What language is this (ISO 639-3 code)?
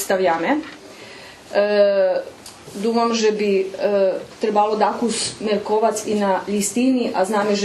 rue